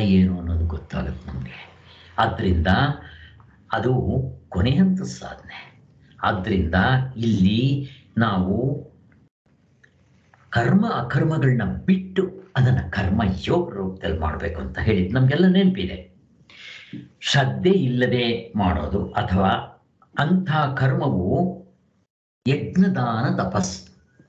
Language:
Kannada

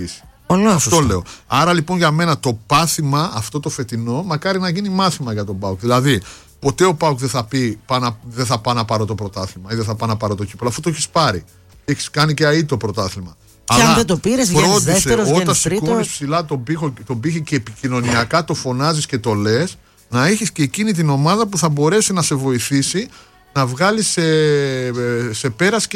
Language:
Greek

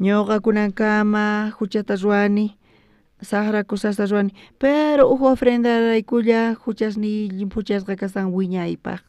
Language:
South Bolivian Quechua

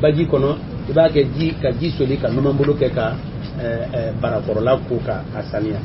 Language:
Bambara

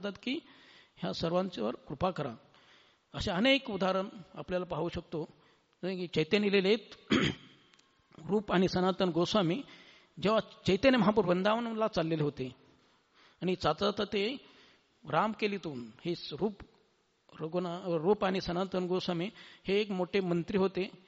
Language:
Marathi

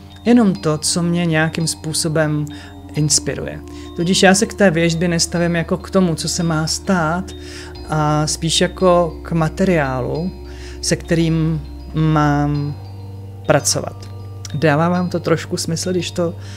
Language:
Czech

